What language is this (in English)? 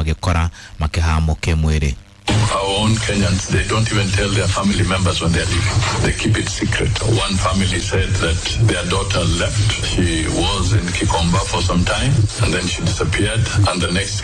Kikuyu